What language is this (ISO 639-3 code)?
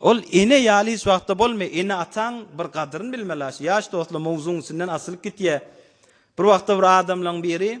tuk